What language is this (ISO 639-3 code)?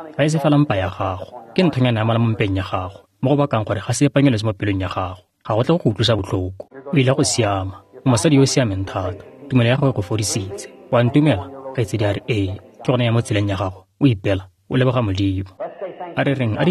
tsn